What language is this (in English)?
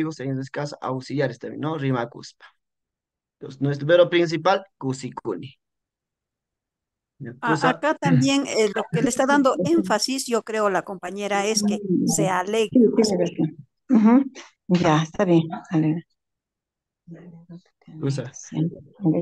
Spanish